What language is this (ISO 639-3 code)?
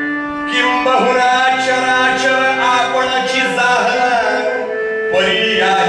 mar